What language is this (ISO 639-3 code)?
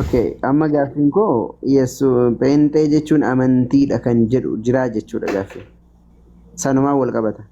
orm